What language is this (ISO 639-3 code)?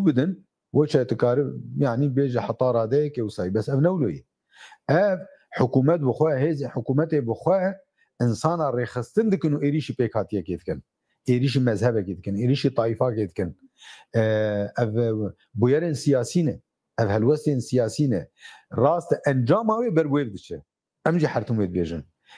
kur